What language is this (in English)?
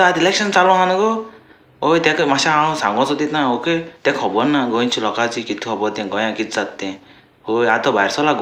Konkani